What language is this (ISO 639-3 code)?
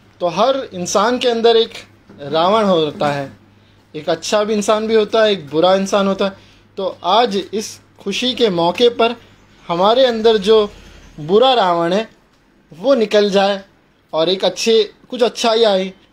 hin